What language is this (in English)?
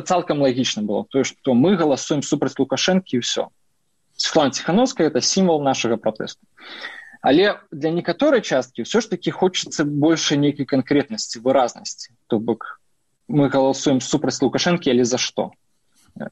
Belarusian